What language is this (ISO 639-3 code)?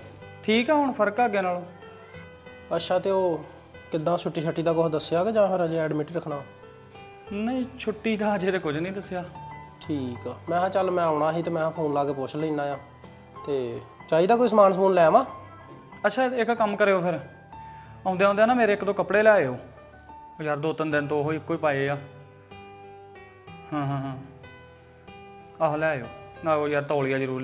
pan